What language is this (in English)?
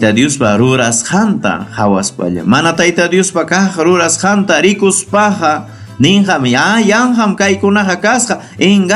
Ayacucho Quechua